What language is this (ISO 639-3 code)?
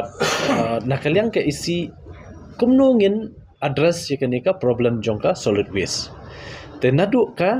kha